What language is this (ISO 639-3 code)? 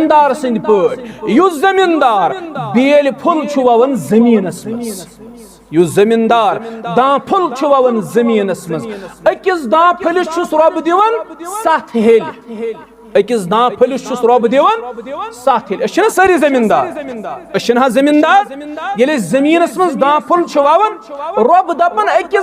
kas